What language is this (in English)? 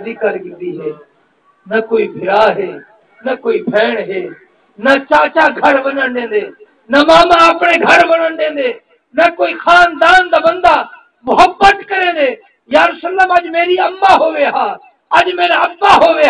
Saraiki